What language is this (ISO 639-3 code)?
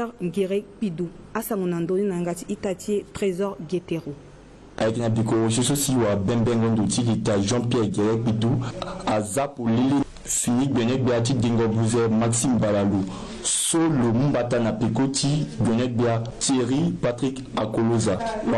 sag